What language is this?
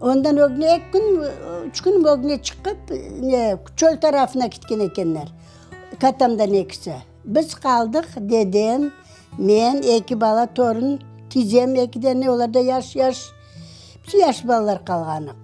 Crimean Tatar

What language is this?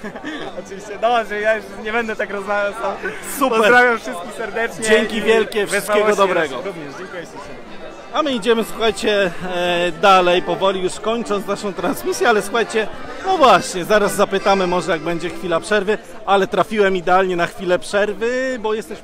Polish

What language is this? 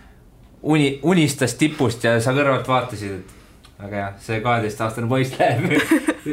Estonian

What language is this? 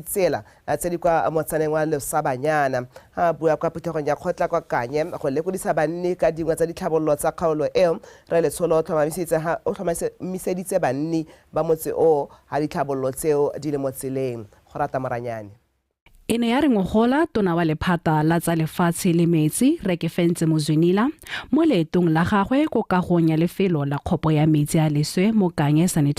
Tswana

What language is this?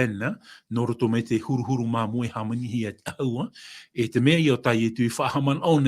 Tahitian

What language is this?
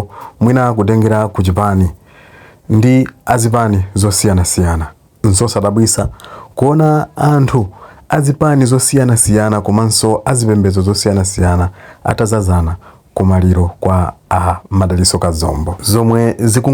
Nyanja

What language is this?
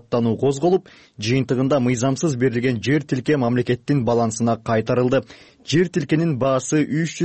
Kyrgyz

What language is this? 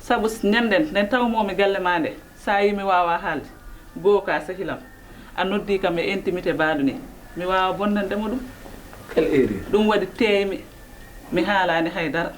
Fula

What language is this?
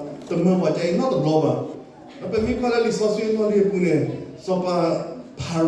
S'gaw Karen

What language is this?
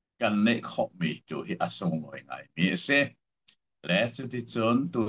Hakha Chin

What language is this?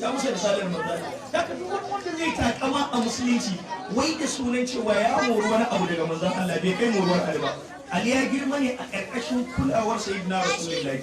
Hausa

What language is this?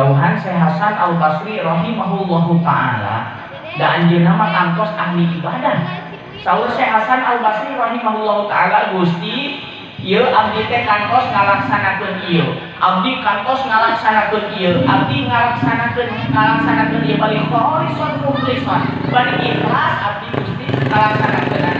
Sundanese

